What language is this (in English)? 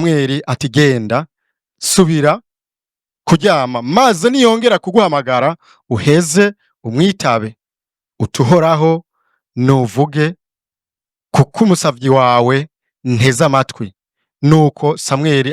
Rundi